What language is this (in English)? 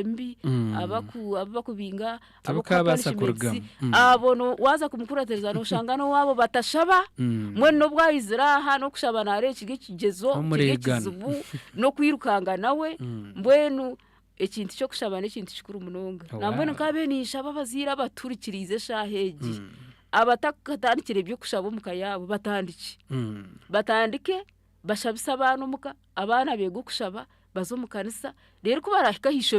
Nyankole